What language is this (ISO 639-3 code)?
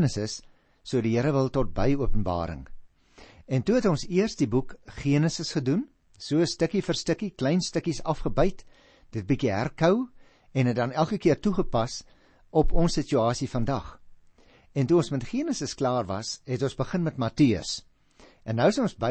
afr